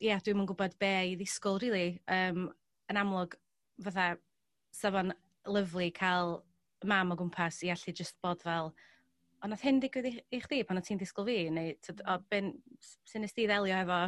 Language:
Welsh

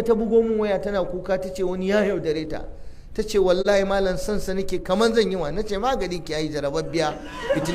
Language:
Hausa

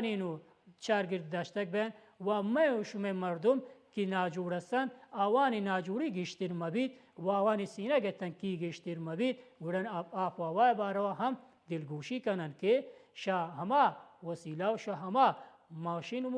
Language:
Baluchi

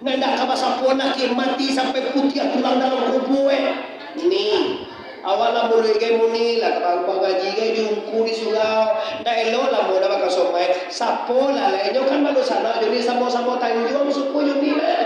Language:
Minangkabau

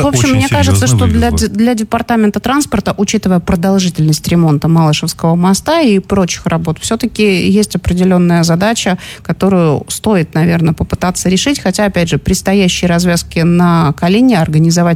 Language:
Russian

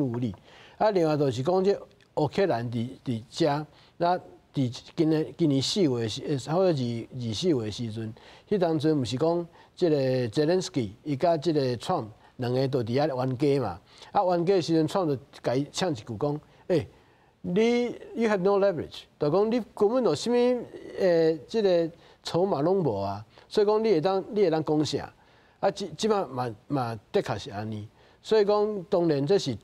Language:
Min Nan Chinese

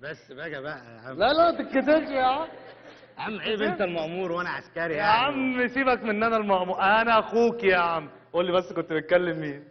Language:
Egyptian Arabic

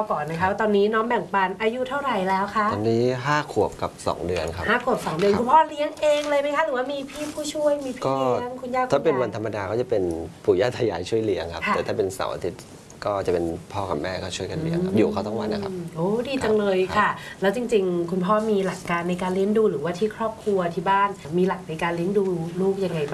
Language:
Thai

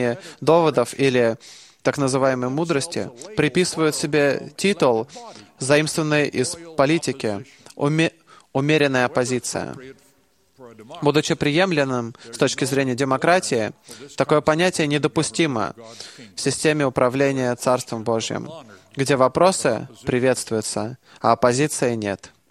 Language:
Russian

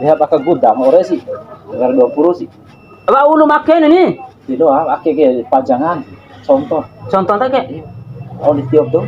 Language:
Bima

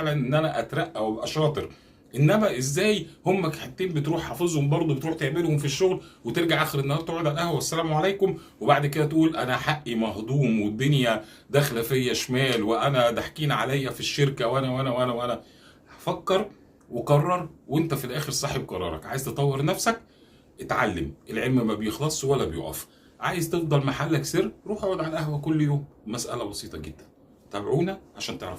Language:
Egyptian Arabic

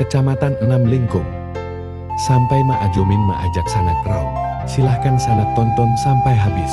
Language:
Minangkabau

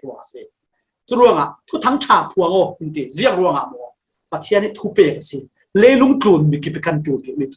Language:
Falam Chin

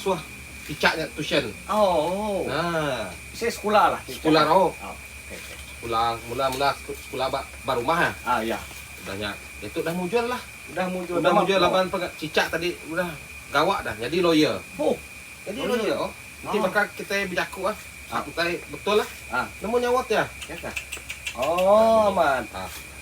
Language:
Iban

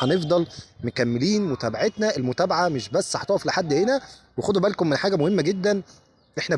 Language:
Egyptian Arabic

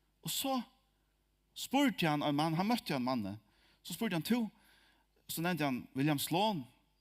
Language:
Faroese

